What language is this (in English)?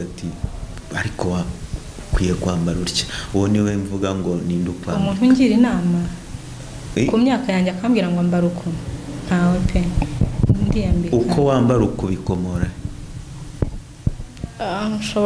Kinyarwanda